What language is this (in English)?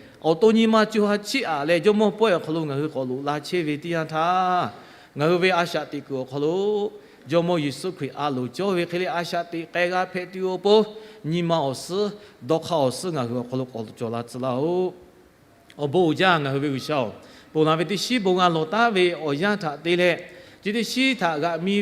Lahu